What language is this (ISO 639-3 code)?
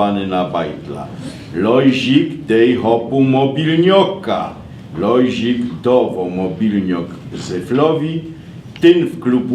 szl